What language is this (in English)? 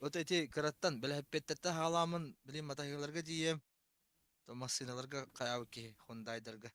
Yakut